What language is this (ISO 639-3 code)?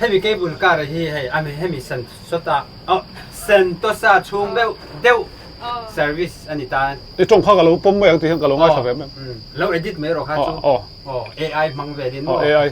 lus